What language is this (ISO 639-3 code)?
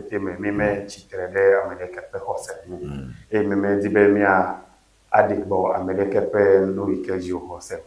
ewe